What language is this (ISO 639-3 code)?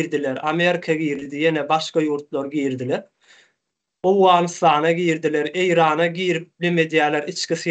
tuk